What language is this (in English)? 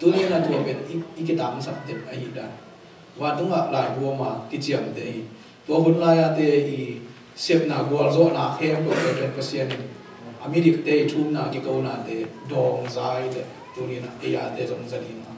Tedim Chin